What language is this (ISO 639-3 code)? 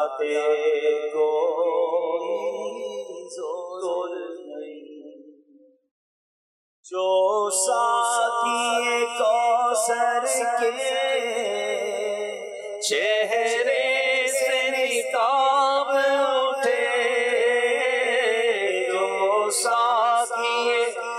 urd